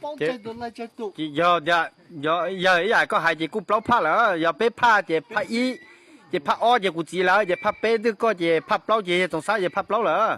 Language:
Hmong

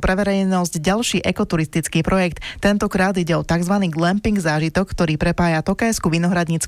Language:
Slovak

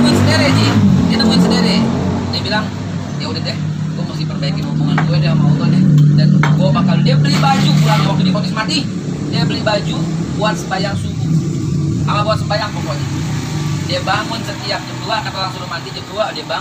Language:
Betawi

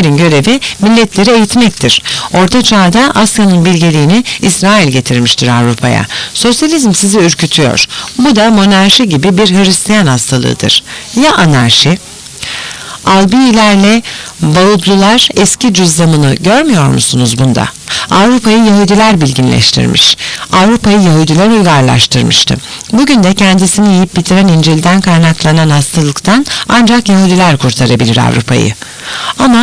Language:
Turkish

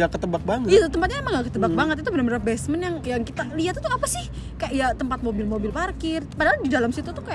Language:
Indonesian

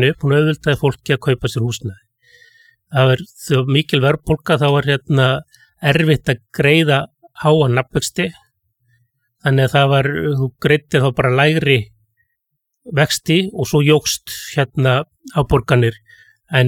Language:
Icelandic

